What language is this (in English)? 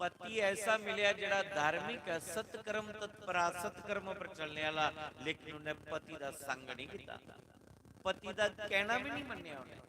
Dogri